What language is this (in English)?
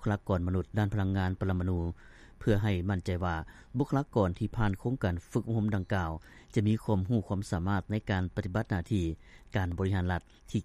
Lao